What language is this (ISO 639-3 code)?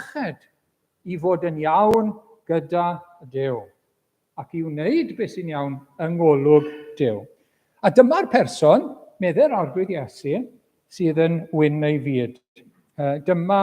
cym